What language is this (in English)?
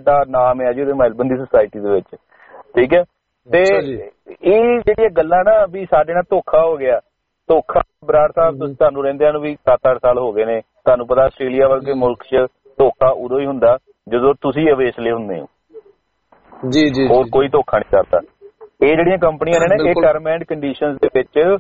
Punjabi